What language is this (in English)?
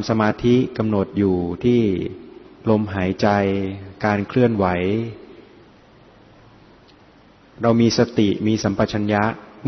Thai